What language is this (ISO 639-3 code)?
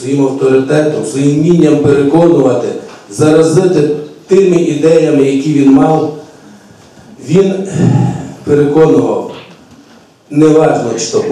ukr